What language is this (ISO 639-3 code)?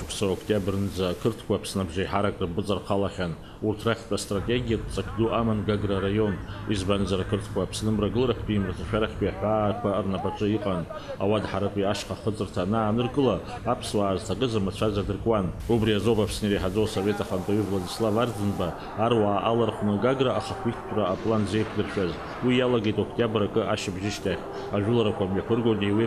abk